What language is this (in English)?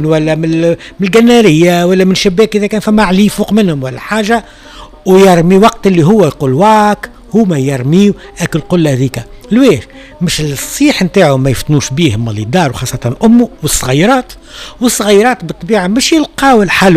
Tunisian Arabic